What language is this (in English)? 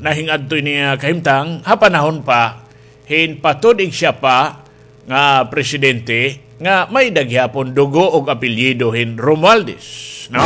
Waray